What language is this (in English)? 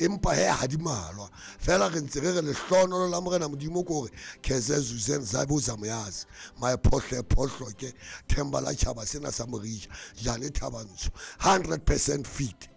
Southern Sotho